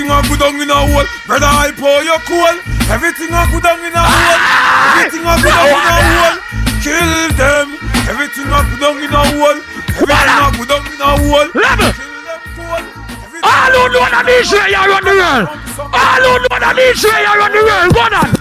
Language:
Jamaican Creole English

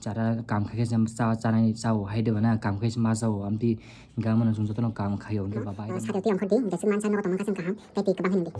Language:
Kok Borok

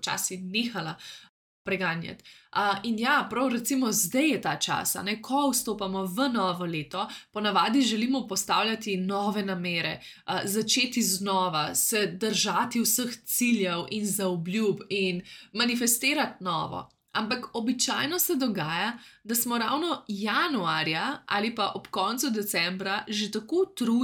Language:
Slovenian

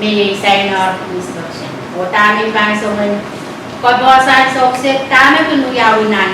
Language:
Pohnpeian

